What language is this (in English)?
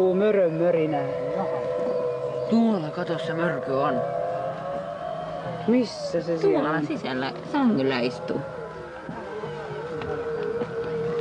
Finnish